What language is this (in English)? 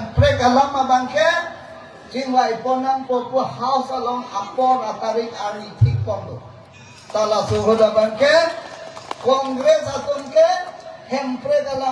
Karbi